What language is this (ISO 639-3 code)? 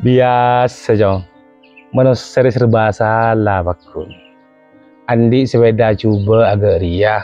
mad